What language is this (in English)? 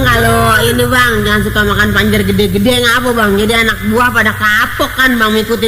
Betawi